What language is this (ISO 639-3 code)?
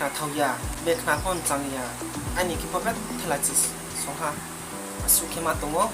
ria